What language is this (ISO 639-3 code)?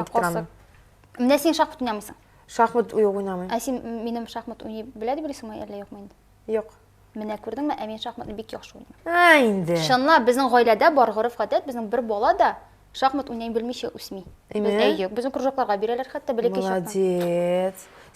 tat